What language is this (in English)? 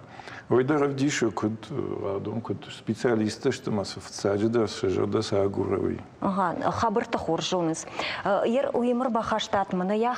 Ossetic